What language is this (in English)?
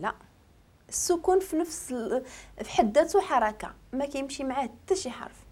Moroccan Arabic